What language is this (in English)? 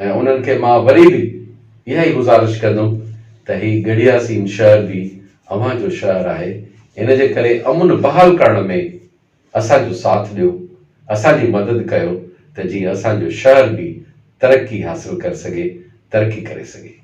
Sindhi